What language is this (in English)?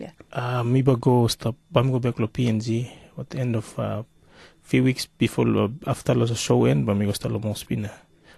Tok Pisin